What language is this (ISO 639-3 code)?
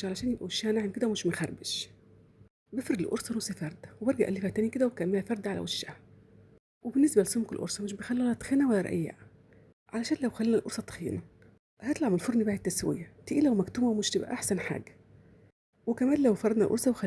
arz